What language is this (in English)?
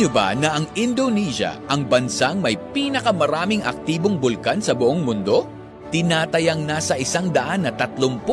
Filipino